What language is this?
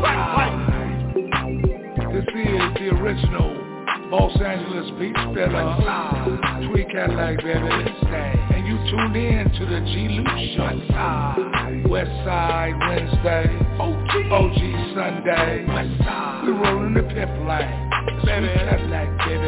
English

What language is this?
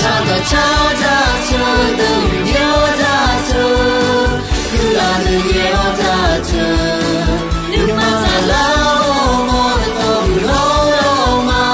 Akha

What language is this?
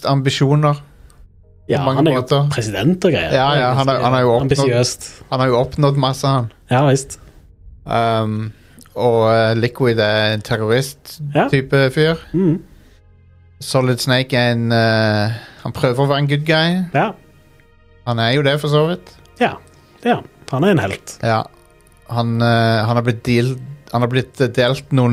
Norwegian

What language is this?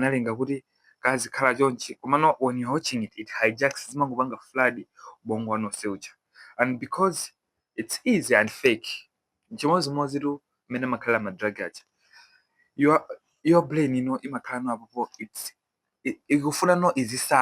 Nyanja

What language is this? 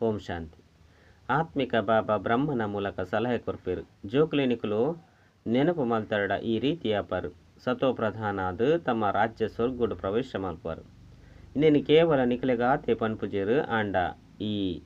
Tulu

